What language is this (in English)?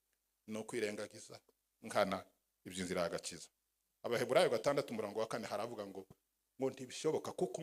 Kinyarwanda